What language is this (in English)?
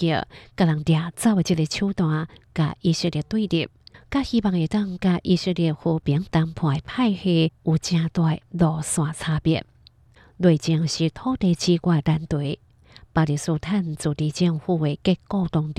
Hakka Chinese